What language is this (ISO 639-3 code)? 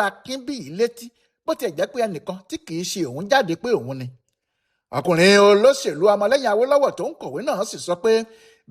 yor